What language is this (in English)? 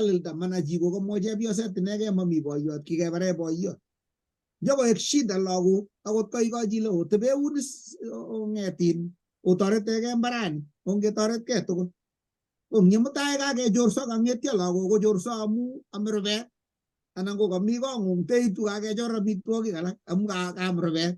Kalenjin